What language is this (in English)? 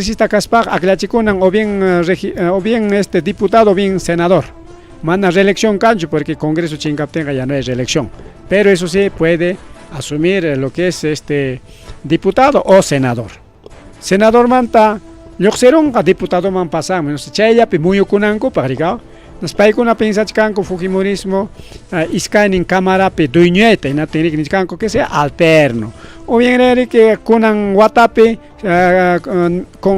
Ayacucho Quechua